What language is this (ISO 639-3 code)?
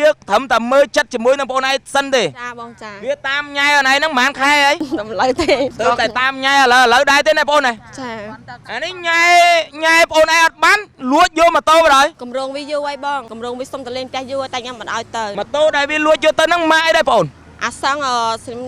khm